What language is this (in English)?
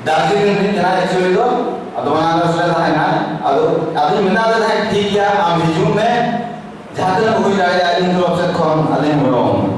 Santali